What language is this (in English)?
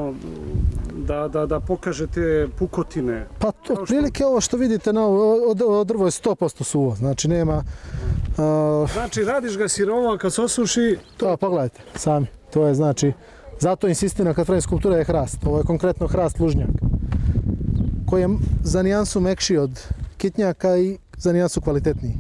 Serbian